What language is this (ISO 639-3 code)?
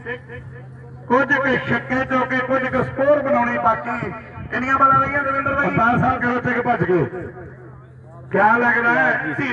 pan